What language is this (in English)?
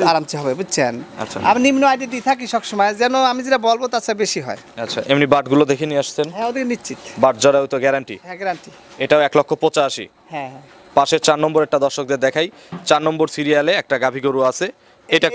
Bangla